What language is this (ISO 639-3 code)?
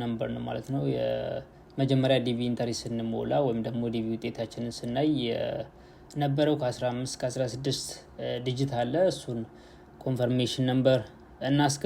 amh